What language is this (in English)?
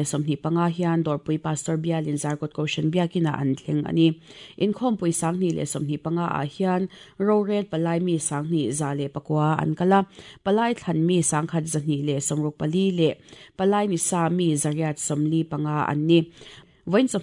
Mizo